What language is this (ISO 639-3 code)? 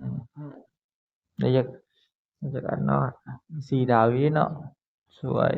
tts